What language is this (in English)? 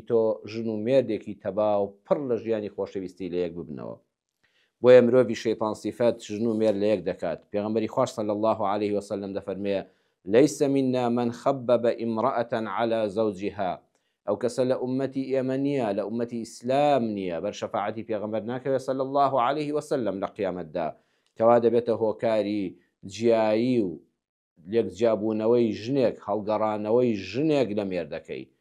Central Kurdish